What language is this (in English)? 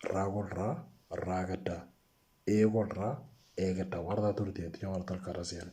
Moro